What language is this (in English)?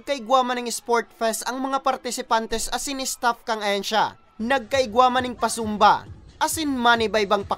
Bikol